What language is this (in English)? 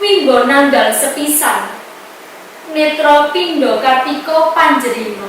Javanese